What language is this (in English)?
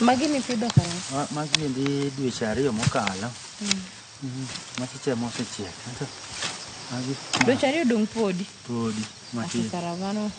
Luo (Kenya and Tanzania)